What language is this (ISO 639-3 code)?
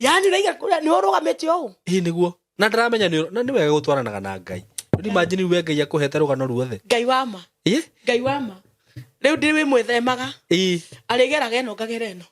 kik